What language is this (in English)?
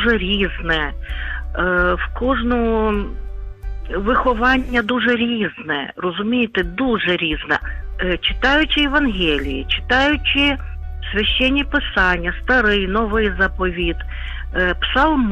Ukrainian